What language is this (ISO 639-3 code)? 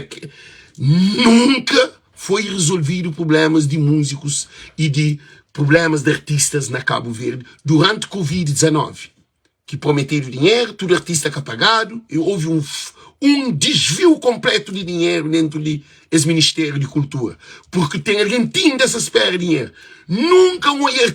kea